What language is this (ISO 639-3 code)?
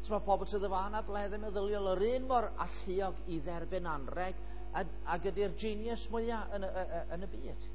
cym